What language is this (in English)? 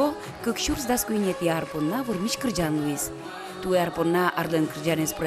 Udmurt